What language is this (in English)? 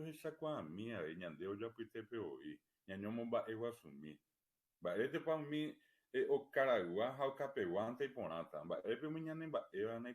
Guarani